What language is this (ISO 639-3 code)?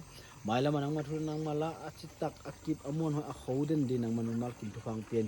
pck